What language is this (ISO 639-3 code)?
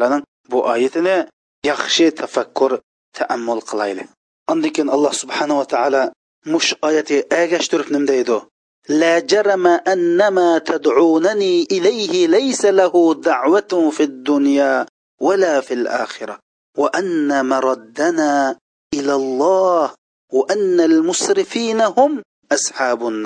uig